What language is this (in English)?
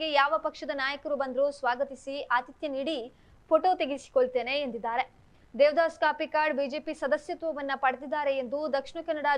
Kannada